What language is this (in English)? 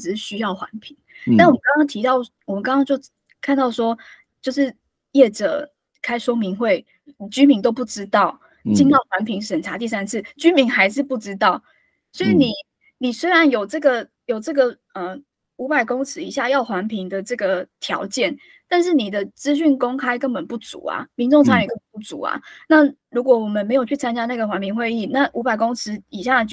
Chinese